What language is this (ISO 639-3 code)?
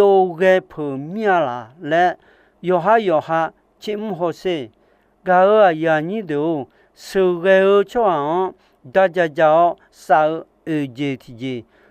ahk